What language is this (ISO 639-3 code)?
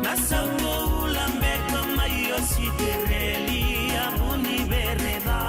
fij